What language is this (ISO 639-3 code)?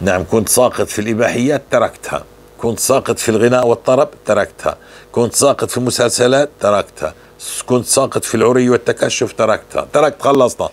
apc